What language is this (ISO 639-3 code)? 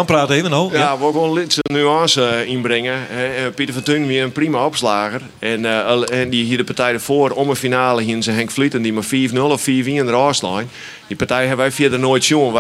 fry